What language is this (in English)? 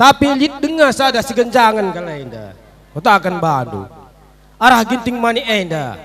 Batak Karo